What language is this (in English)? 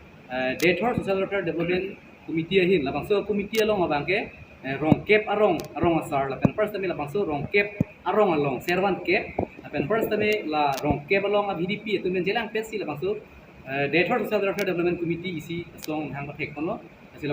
Karbi